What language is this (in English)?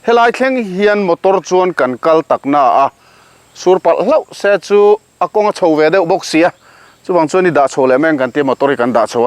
Mizo